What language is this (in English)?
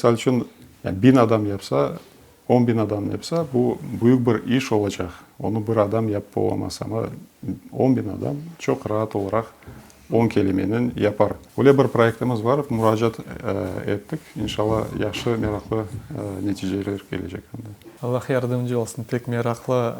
Crimean Tatar